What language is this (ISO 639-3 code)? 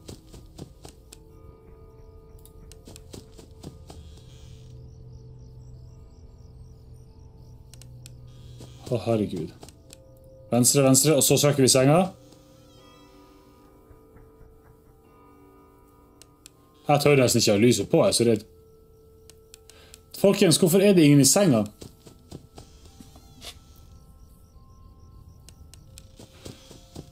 nor